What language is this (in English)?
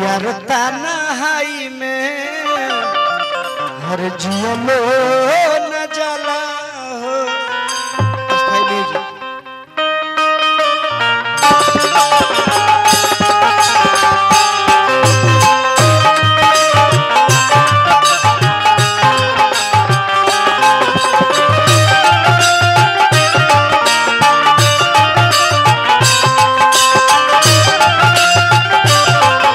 Bhojpuri